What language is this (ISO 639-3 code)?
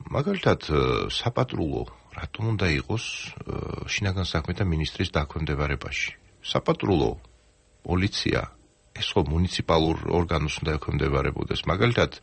kat